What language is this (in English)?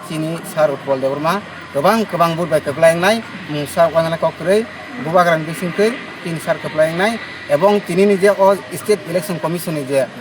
Kok Borok